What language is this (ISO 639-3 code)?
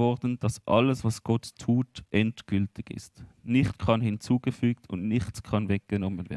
gsw